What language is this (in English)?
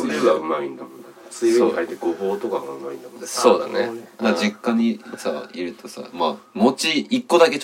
Japanese